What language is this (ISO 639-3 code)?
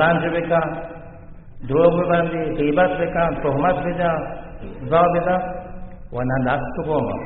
bal